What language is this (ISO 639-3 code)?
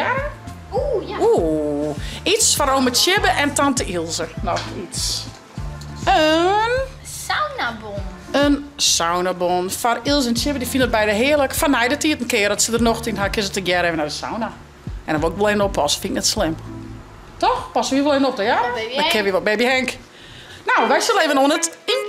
fry